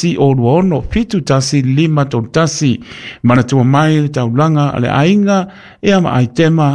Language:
Samoan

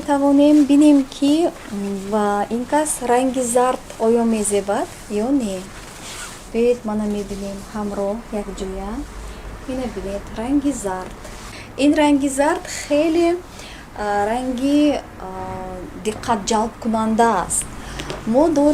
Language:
Tajik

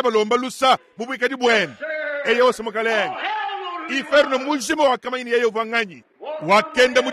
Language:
Luba-Lulua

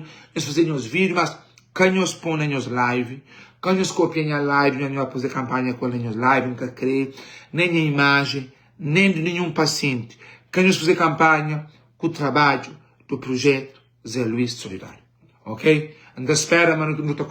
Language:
Kabuverdianu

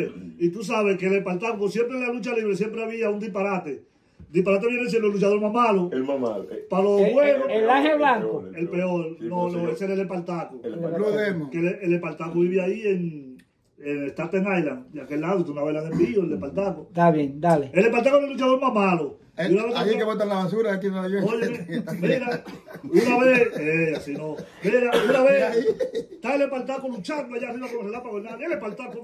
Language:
Spanish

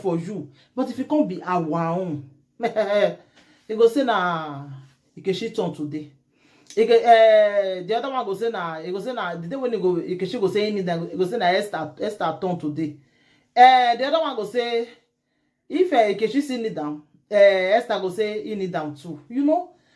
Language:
Nigerian Pidgin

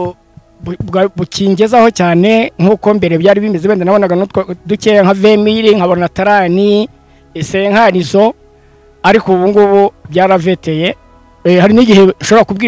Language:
Kinyarwanda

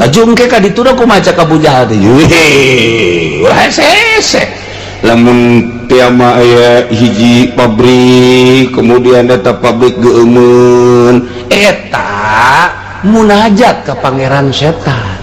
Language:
Sundanese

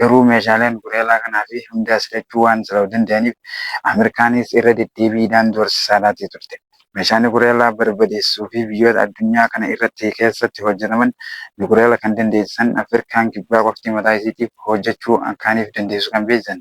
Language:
Oromo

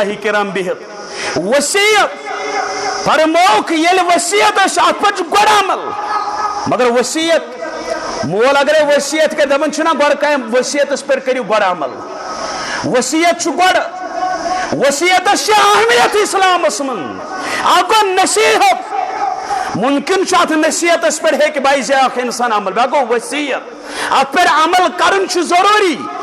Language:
Kashmiri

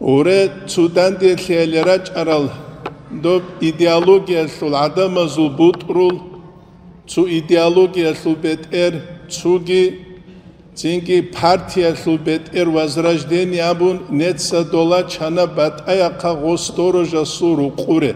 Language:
Avaric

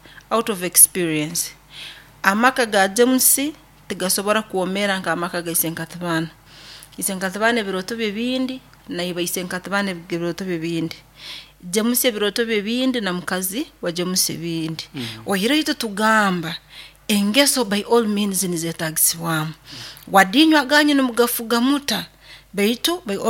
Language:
Nyoro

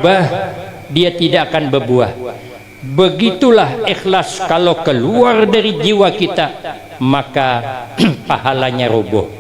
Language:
Banjar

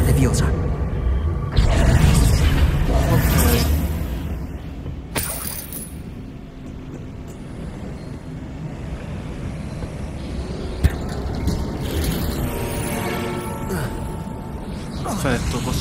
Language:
Italian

